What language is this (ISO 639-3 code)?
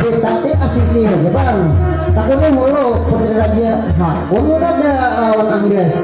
bjn